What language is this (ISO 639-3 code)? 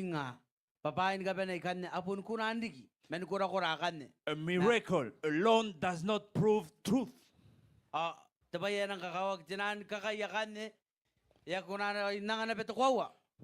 gil